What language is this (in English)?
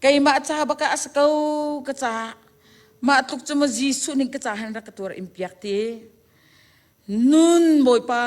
Hakha Chin